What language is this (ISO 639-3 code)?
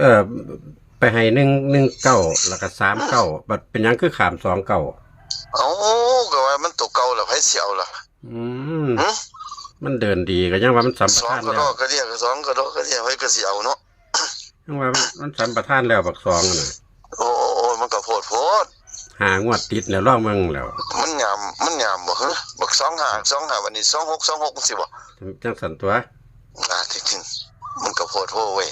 tts